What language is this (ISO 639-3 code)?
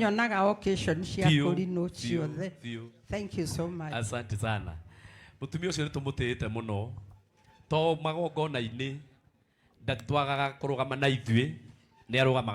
kik